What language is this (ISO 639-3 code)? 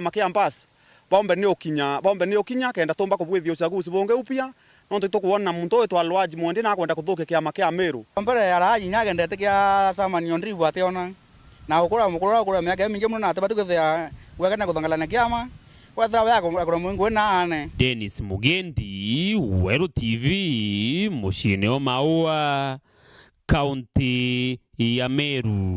mer